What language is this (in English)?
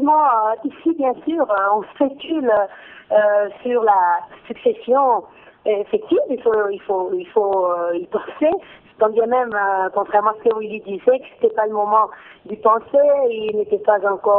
French